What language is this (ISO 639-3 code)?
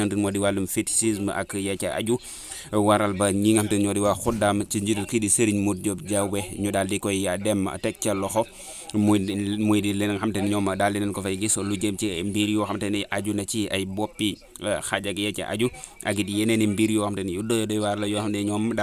wol